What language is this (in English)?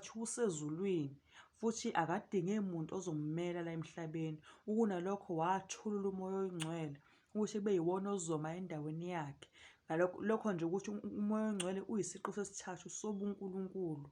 Zulu